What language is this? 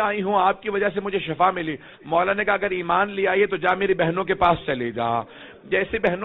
Urdu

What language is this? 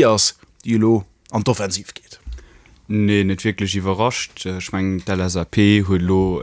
Luxembourgish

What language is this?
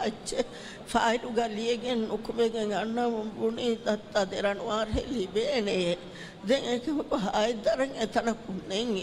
Divehi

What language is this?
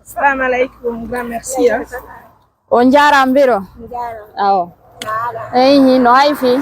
Pular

